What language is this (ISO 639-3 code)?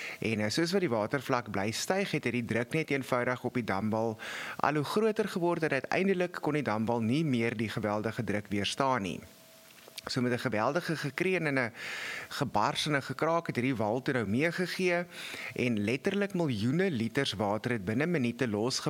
afr